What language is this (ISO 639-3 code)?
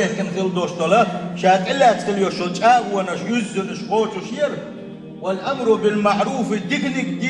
che